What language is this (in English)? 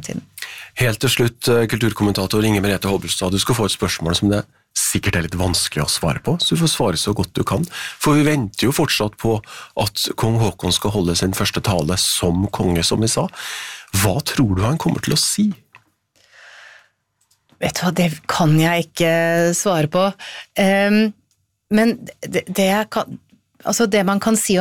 Norwegian